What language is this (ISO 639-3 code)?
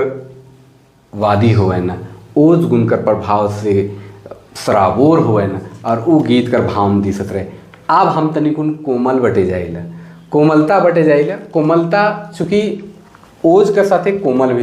sck